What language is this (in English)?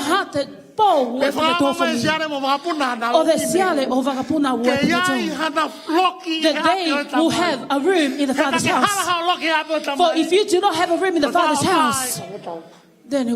Tongan